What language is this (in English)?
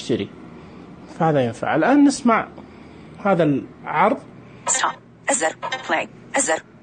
Najdi Arabic